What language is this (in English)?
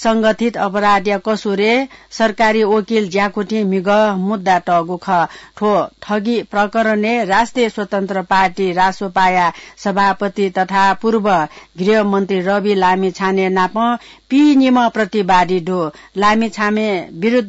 Newari